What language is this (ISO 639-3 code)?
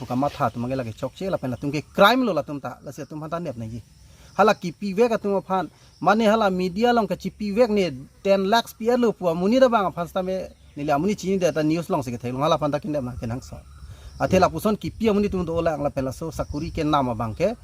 mjw